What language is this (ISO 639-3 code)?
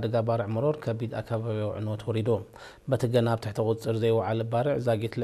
tir